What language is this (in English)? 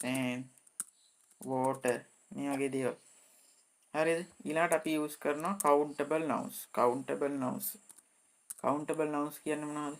Sinhala